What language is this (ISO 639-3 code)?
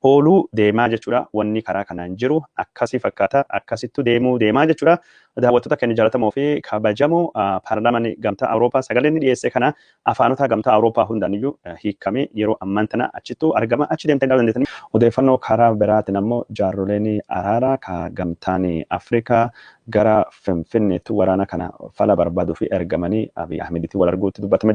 orm